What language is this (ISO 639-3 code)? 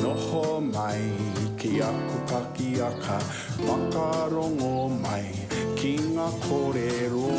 mri